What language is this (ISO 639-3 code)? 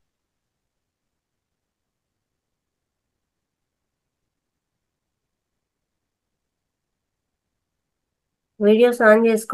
tel